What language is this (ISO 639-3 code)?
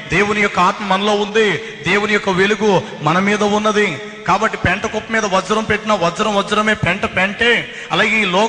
tel